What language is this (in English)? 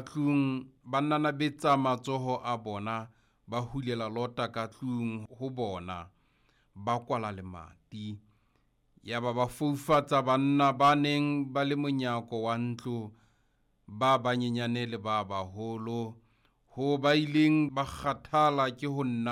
Southern Sotho